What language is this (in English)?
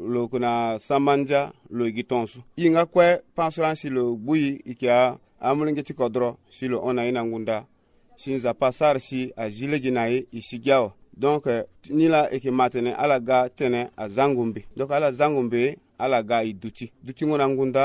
Sango